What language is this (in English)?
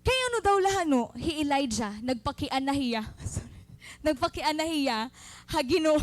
Waray